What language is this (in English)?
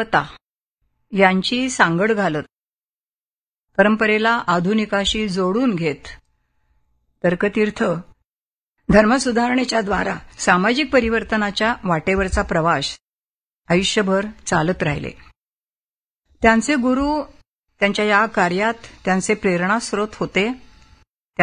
Marathi